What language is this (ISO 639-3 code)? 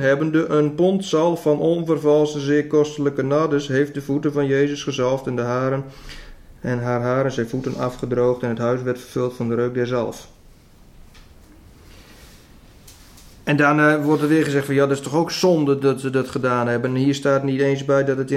nld